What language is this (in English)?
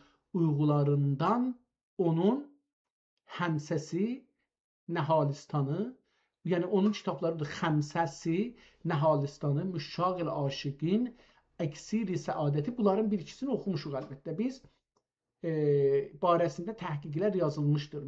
South Azerbaijani